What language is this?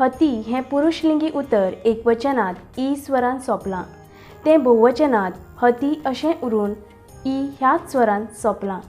Konkani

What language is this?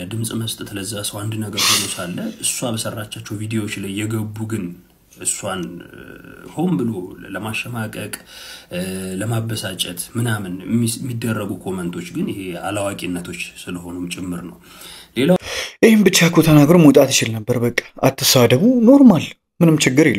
Amharic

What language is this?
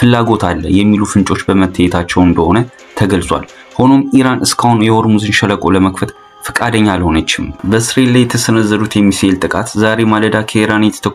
Amharic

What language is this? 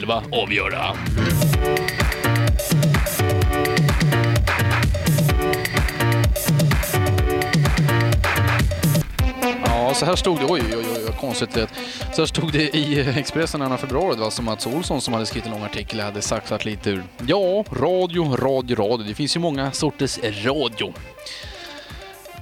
Swedish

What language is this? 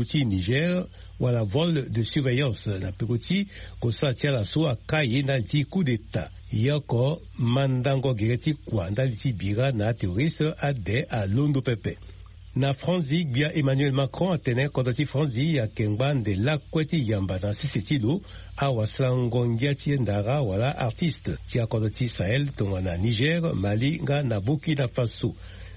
Sango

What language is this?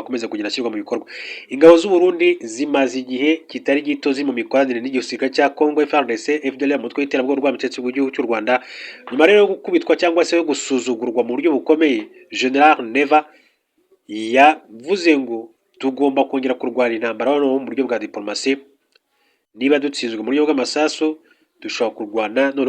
Kinyarwanda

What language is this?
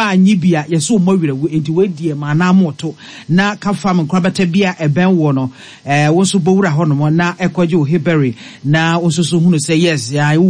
Akan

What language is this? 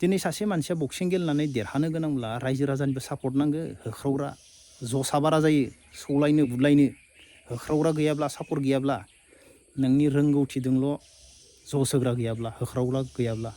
Bodo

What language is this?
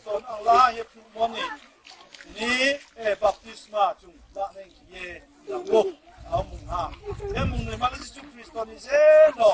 Riang (India)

